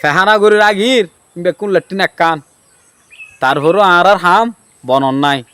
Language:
Rohingya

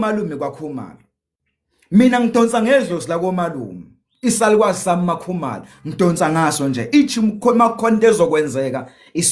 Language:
Zulu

